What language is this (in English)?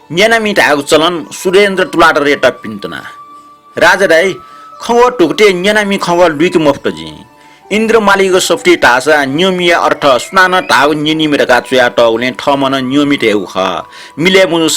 Newari